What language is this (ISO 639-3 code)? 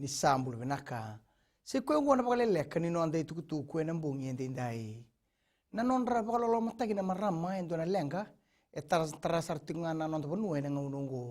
fij